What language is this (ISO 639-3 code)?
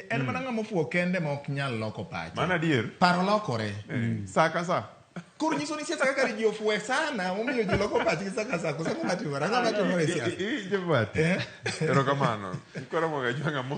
luo